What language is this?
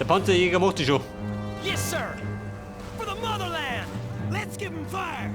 Bavarian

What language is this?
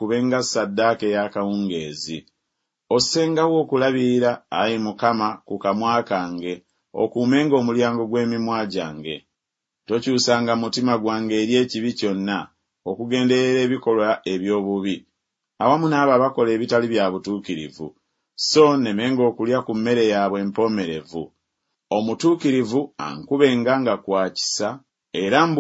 Ganda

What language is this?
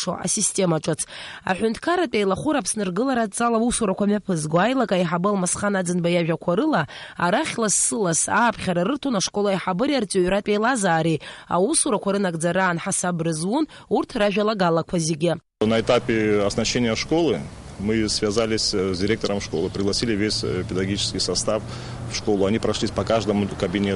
Abkhazian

